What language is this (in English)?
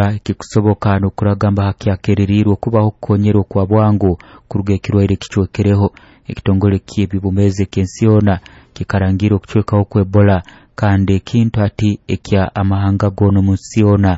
Nyoro